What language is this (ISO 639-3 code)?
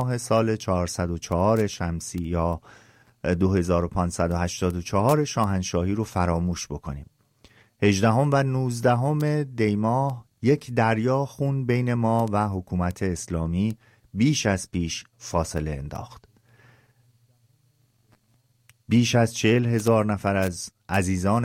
fas